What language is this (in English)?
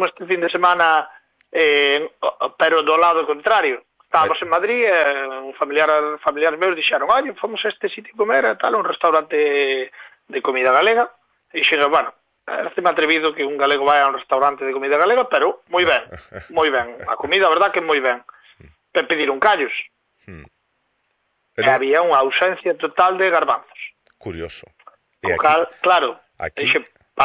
Galician